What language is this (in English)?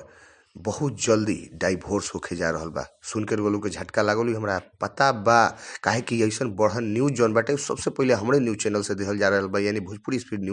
Bhojpuri